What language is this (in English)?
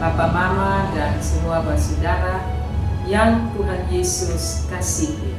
Kupang Malay